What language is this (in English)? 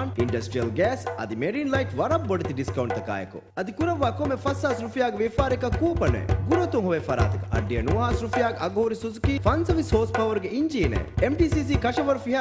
Divehi